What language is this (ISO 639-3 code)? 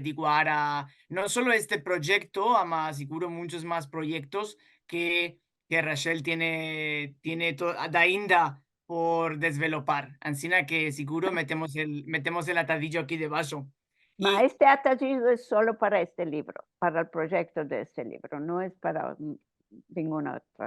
lad